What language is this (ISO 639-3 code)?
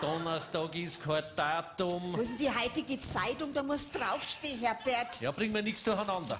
bar